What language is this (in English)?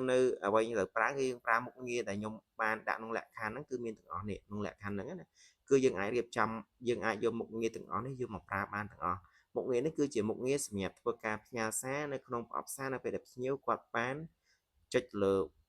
Khmer